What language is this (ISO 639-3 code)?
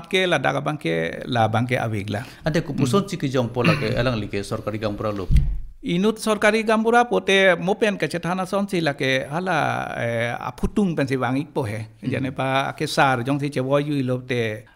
mjw